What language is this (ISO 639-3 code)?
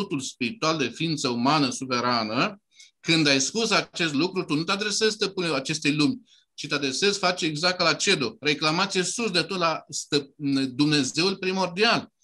ron